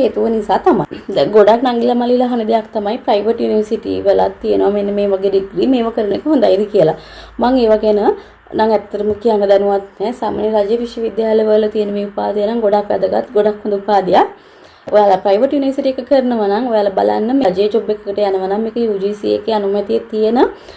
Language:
Sinhala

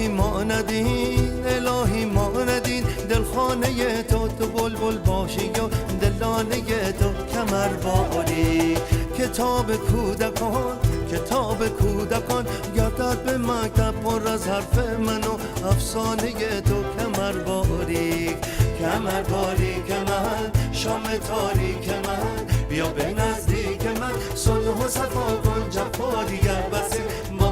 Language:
Persian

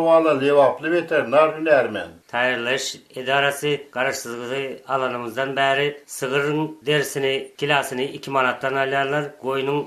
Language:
Turkmen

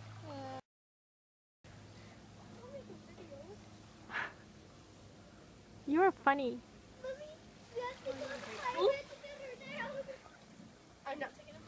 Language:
Bulgarian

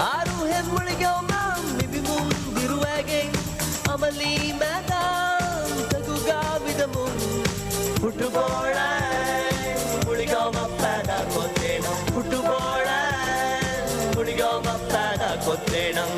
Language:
Divehi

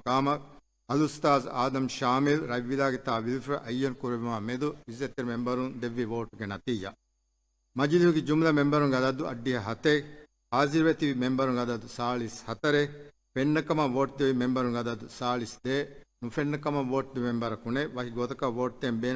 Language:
Divehi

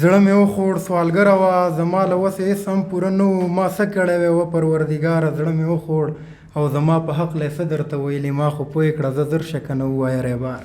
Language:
Pashto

